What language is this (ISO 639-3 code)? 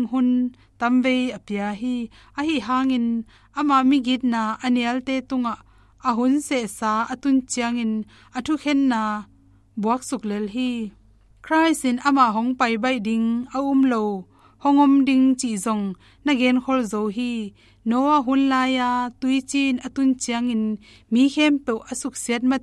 ctd